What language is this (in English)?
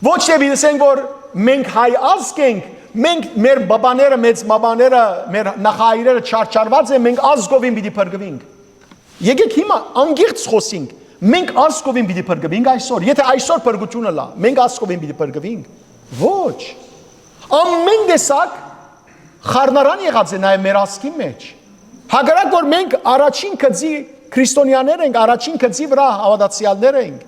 Western Armenian